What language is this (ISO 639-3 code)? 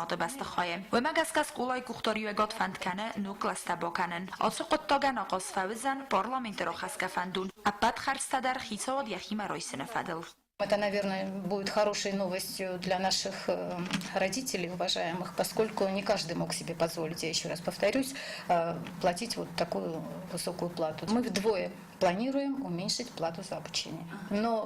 oss